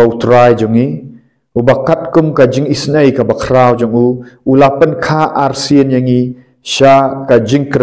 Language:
Khasi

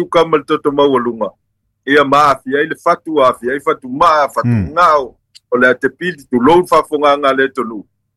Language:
Samoan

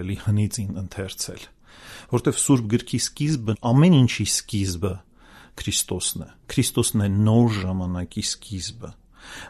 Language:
Armenian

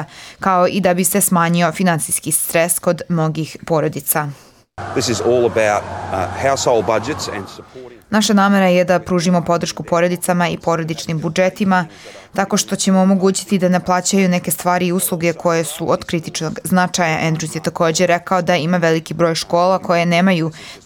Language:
Serbian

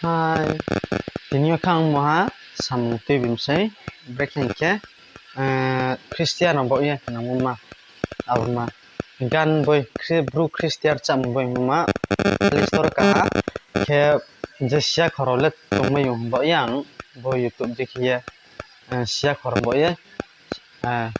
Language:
Riang (India)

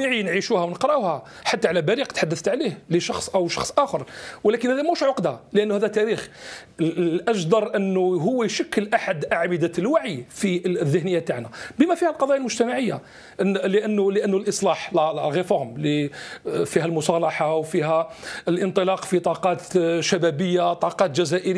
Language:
Algerian Arabic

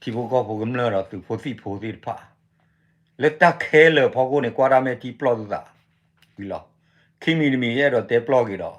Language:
S'gaw Karen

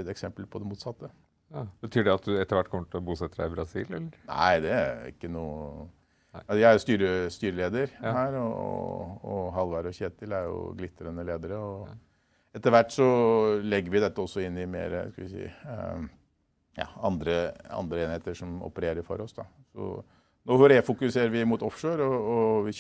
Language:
Norwegian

